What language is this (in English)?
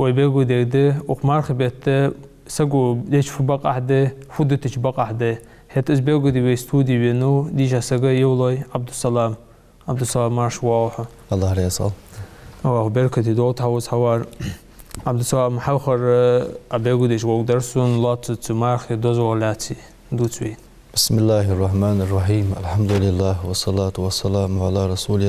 Ingush